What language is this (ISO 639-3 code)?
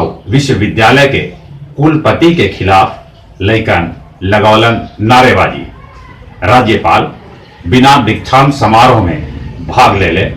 mag